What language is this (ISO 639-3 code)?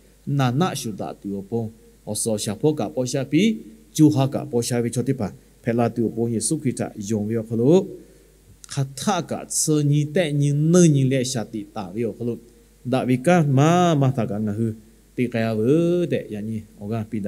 lhu